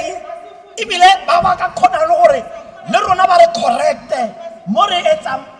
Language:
Tswana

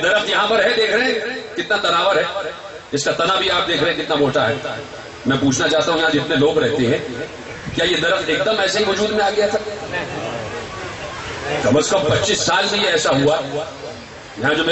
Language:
Urdu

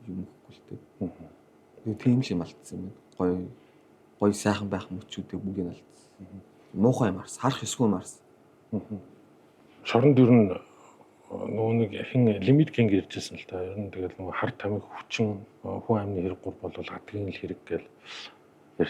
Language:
Mongolian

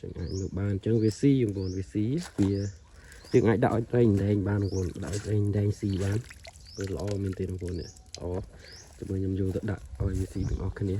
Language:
Khmer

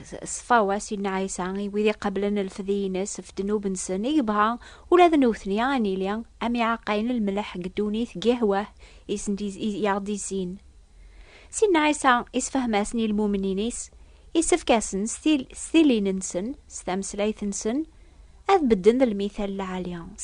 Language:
Kabyle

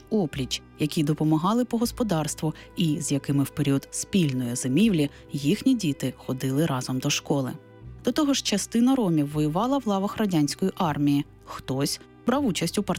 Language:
Ukrainian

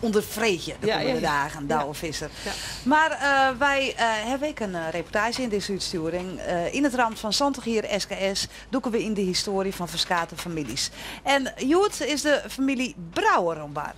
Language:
Western Frisian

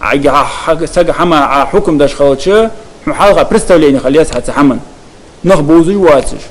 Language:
Ingush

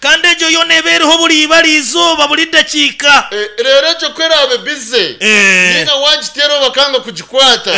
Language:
Nyankole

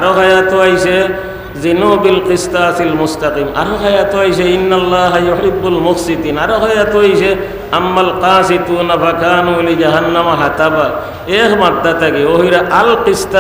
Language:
Sylheti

